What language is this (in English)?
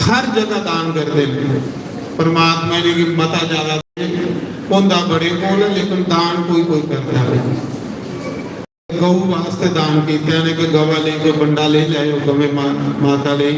Dogri